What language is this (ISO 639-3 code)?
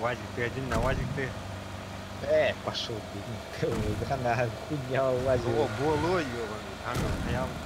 sah